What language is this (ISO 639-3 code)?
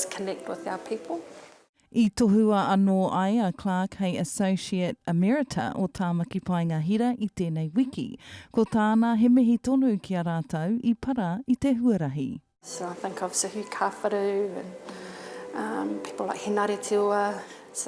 mri